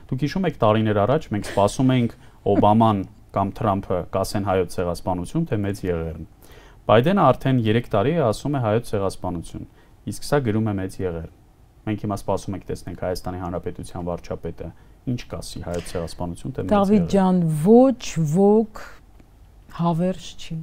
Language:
Armenian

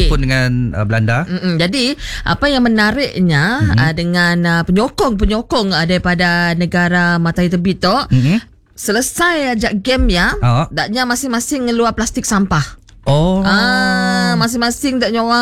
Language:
Malay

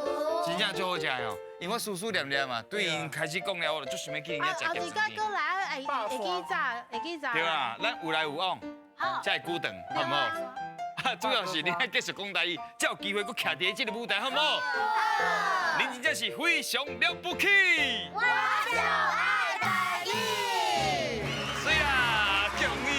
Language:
Min Nan Chinese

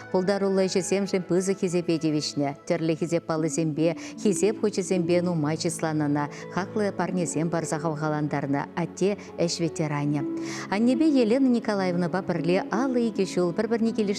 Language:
Chuvash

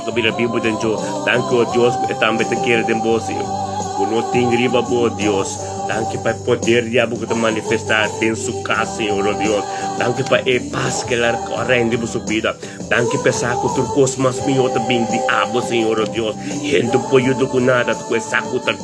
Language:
Papiamento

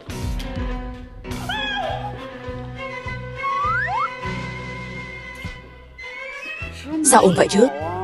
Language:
Vietnamese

